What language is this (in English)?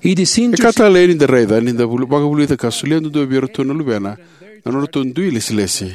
Fijian